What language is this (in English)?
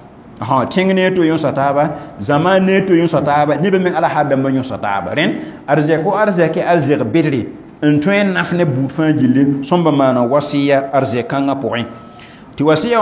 Mossi